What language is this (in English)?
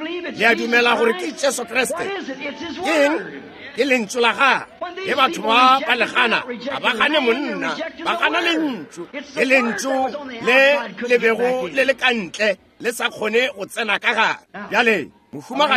Northern Sotho